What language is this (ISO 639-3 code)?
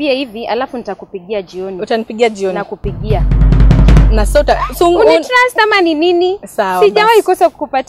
swa